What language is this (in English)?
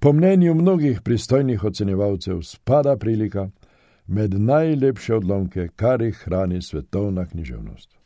Slovenian